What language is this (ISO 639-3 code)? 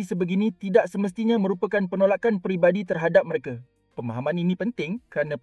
msa